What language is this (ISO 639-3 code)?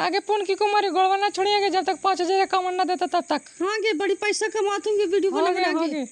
mag